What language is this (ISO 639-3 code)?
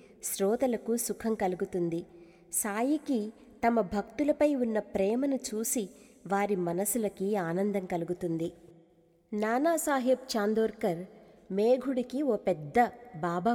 tel